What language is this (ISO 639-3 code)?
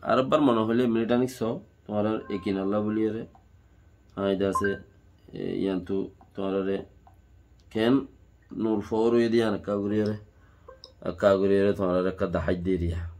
rhg